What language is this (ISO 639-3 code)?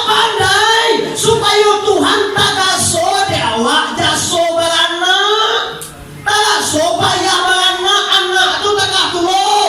min